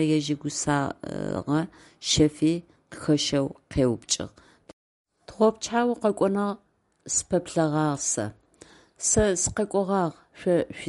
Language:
Adyghe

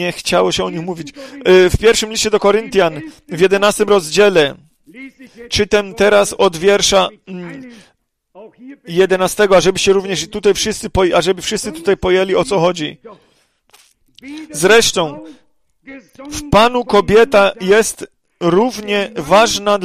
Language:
Polish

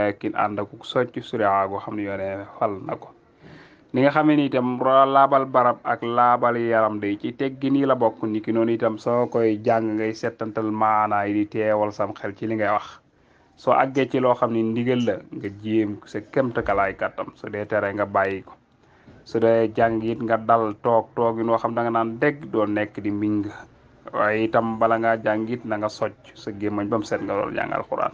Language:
Wolof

